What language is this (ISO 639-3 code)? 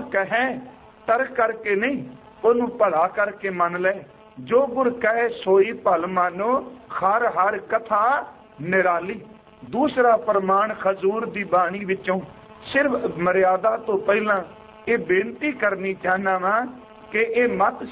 pan